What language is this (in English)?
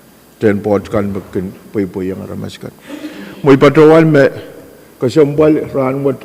Pohnpeian